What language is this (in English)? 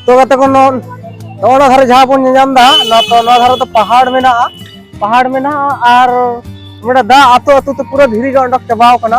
Santali